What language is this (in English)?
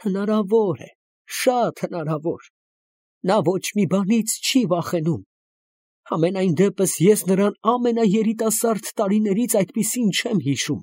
Armenian